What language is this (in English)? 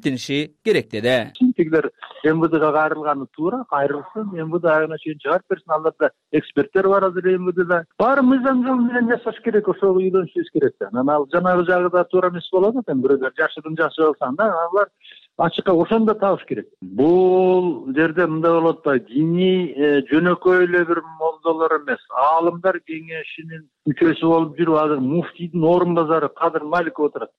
Kyrgyz